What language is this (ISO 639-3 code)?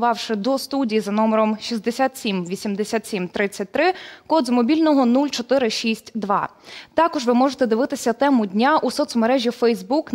ukr